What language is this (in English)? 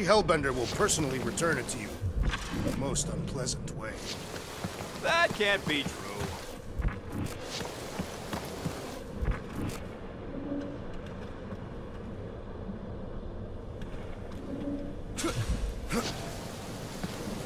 English